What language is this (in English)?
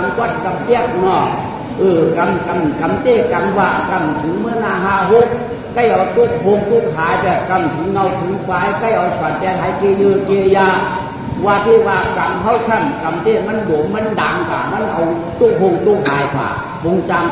Shan